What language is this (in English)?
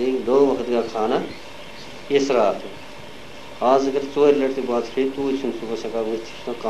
Kashmiri